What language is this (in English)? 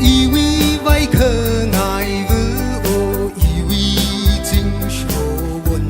Tangkhul Naga (India)